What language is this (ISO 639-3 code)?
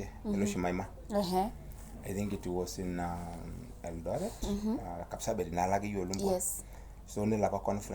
mas